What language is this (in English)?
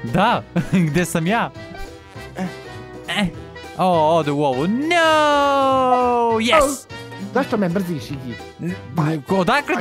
Croatian